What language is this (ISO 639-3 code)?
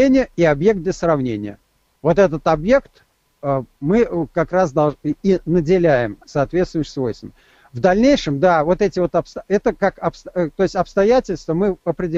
rus